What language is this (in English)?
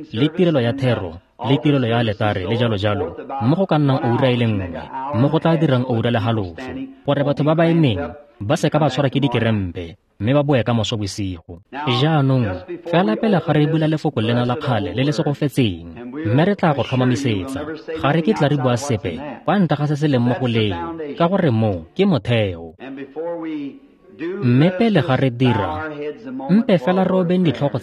Tswana